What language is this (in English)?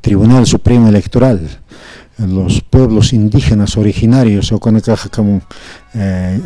Aymara